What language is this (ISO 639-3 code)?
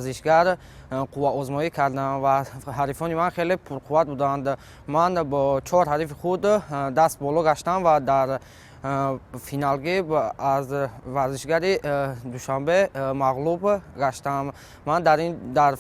tgk